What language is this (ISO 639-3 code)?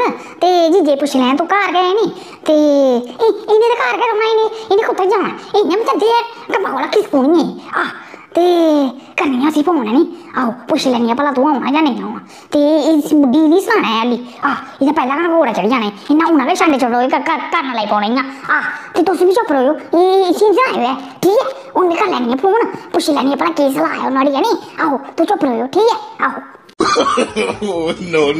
doi